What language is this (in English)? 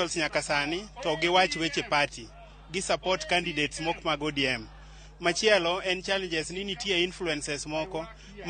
Luo (Kenya and Tanzania)